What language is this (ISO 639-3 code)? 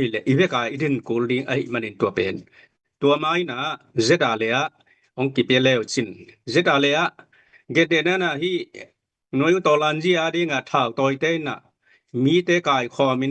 ctd